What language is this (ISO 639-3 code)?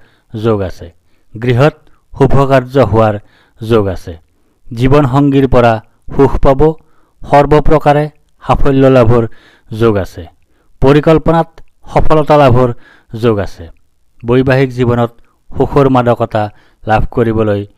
asm